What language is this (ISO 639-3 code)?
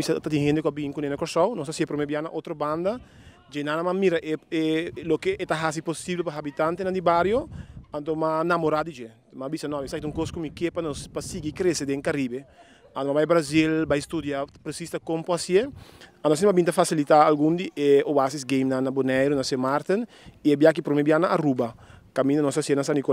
pap